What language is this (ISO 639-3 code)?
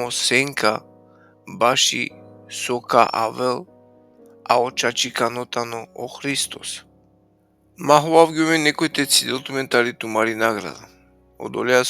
rmn